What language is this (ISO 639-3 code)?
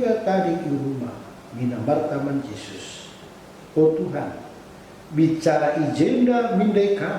btx